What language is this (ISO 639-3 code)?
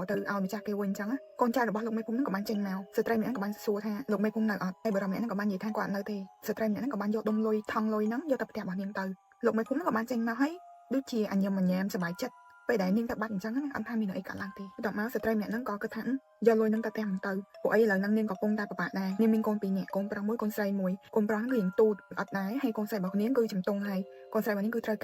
khm